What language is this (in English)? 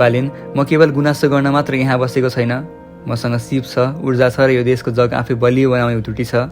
Nepali